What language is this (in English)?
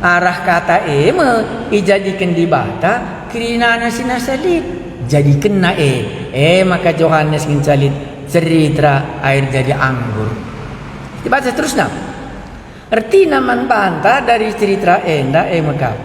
Batak Karo